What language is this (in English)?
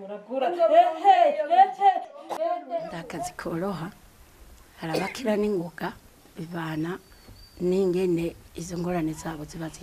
Rundi